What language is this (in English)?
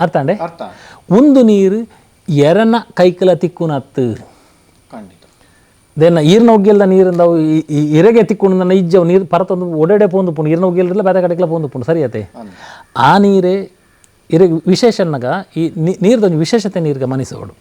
Tulu